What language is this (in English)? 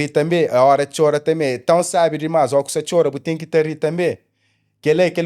Kabuverdianu